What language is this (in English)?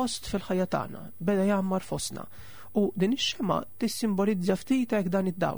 Maltese